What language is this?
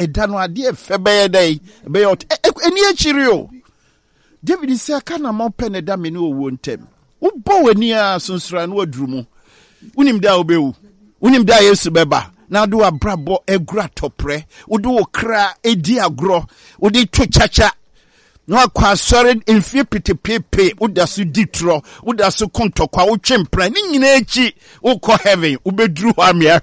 Akan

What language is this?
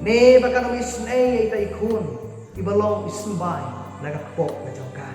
Khasi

